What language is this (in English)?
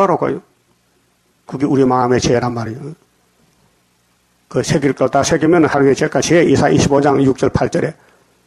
Korean